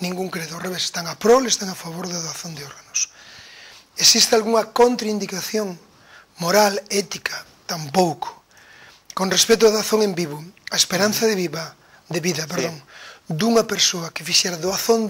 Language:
Galician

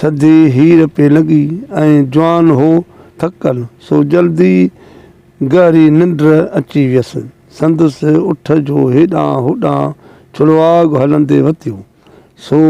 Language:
Sindhi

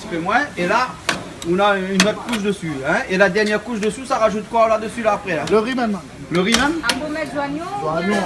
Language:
Réunion Creole French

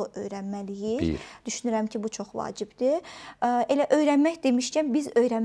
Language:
Azerbaijani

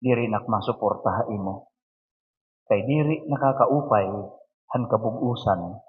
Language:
Waray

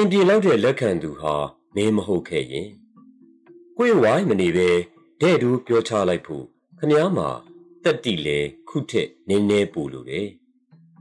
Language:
Burmese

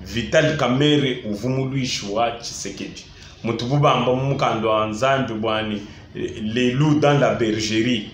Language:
Luba-Lulua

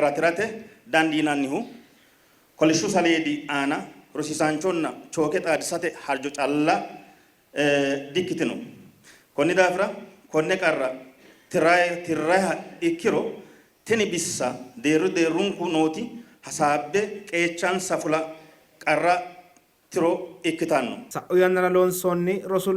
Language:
Sidamo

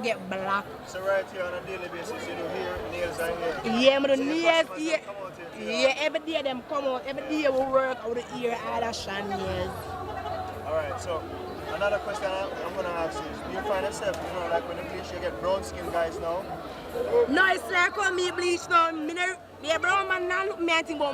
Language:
Jamaican Creole English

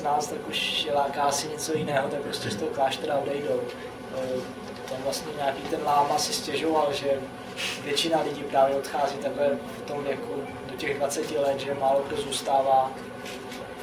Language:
Czech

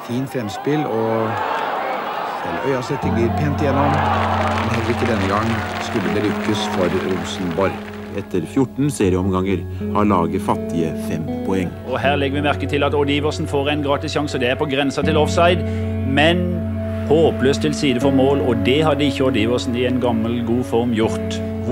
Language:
Norwegian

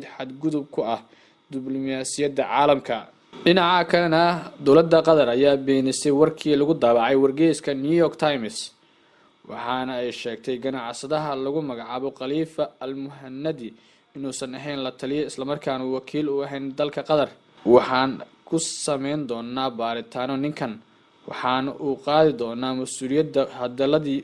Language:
Somali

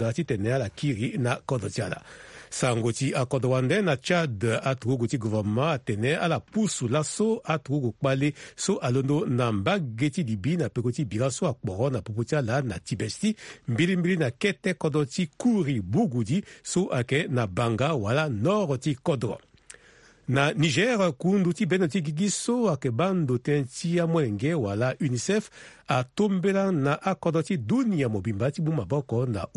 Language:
Sango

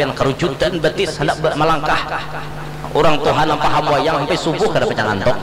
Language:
Banjar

